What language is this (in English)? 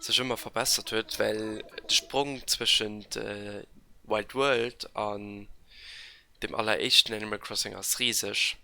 Luxembourgish